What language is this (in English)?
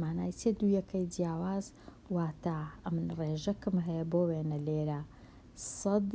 Central Kurdish